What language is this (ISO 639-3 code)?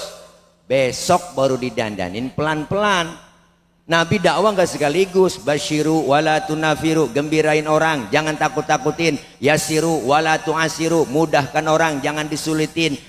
bew